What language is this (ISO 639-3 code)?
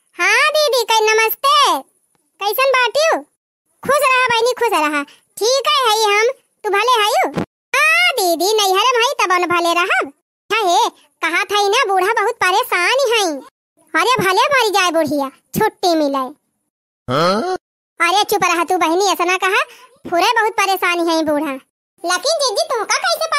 awa